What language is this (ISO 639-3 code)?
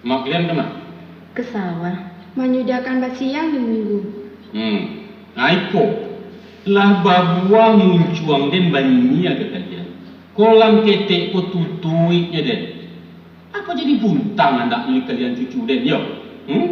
min